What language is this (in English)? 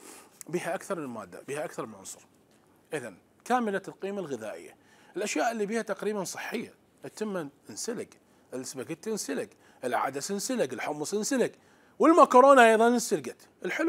Mesopotamian Arabic